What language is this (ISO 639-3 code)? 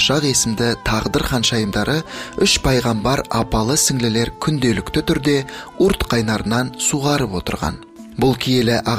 kaz